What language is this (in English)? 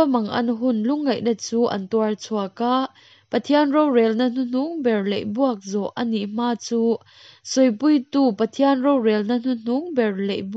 Hakha Chin